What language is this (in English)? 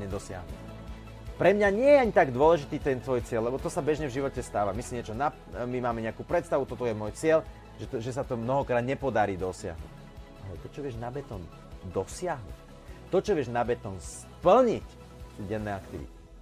Slovak